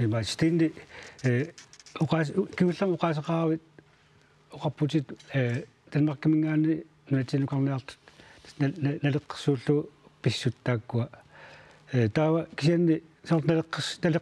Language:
Kalaallisut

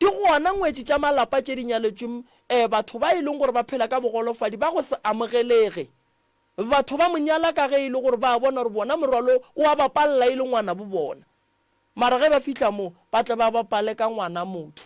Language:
Northern Sotho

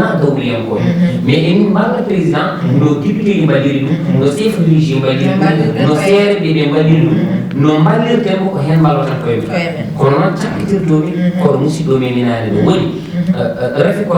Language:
Fula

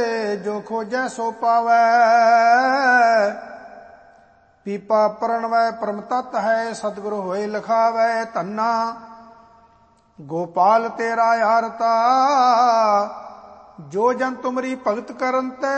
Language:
Punjabi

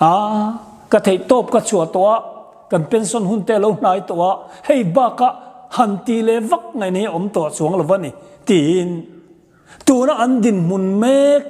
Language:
Mizo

